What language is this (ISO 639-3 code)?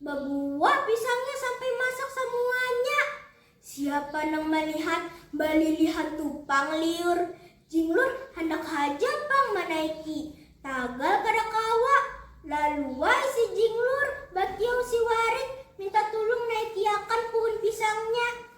bjn